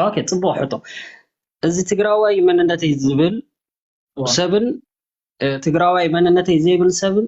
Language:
Tigrinya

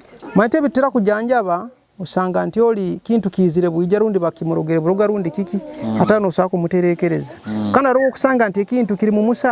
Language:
Nyoro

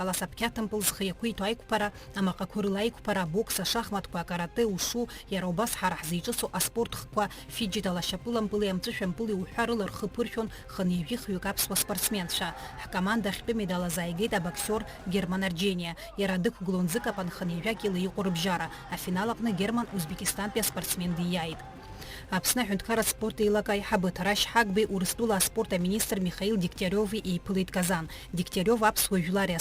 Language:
Abkhazian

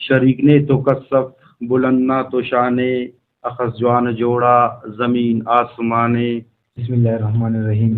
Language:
Brahui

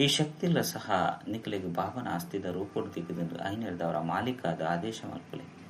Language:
Tulu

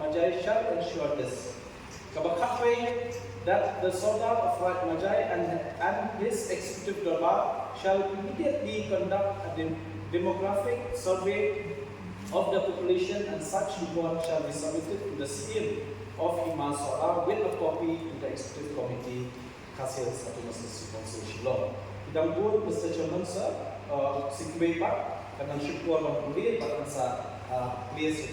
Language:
Khasi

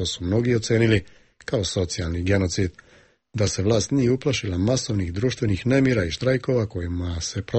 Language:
Serbian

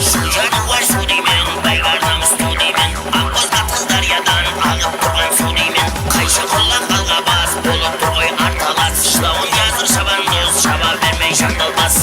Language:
Kara-Kalpak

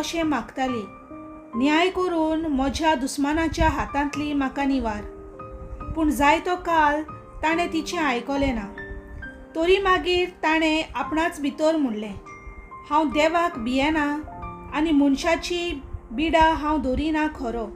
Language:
Konkani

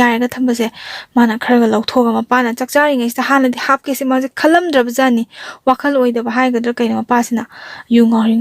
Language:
Manipuri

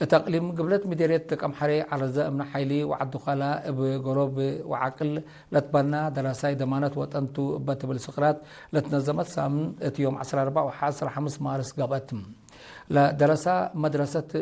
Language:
Tigre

